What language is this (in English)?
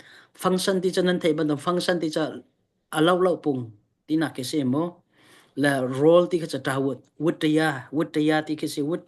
Hakha Chin